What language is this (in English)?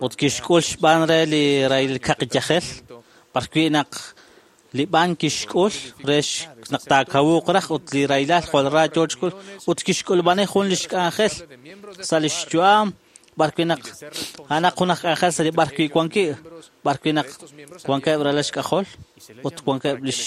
Kekchí